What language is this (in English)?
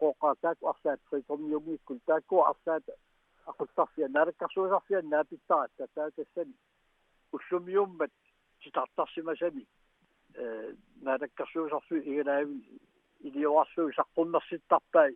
Kalaallisut